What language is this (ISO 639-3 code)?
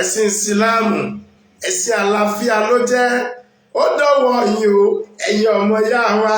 yor